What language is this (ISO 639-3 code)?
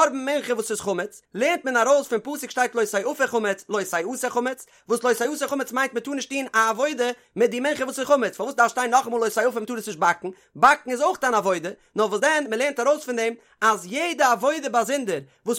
yid